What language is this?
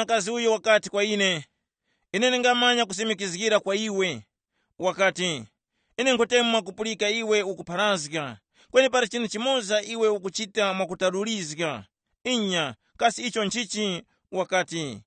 Tumbuka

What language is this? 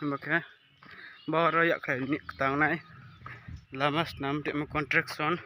Riang (India)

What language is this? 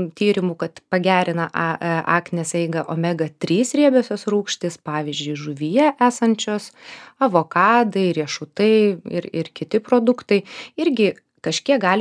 Lithuanian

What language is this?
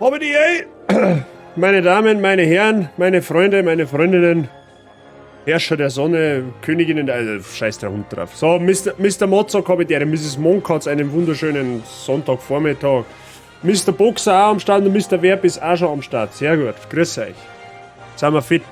Bavarian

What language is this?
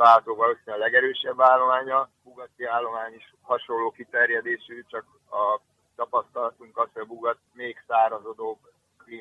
Hungarian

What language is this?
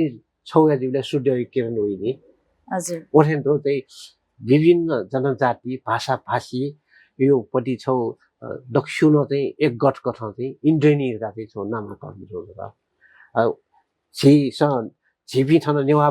Newari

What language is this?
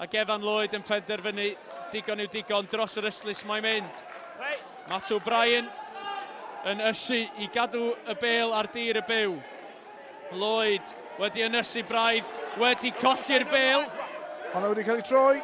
Welsh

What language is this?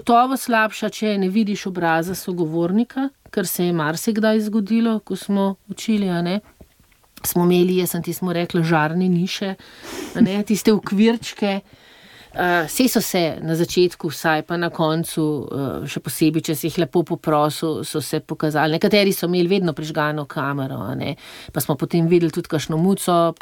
Slovenian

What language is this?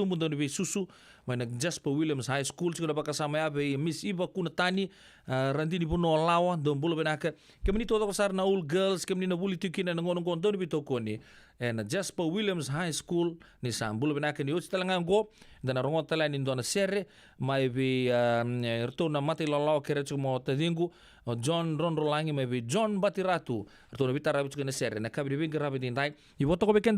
Fijian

